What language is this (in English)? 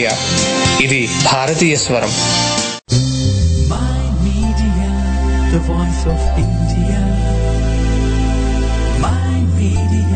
Telugu